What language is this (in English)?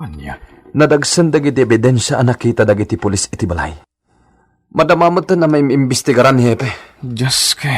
Iloko